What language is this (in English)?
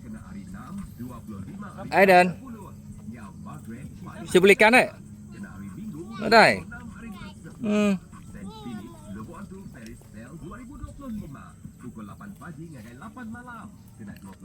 Iban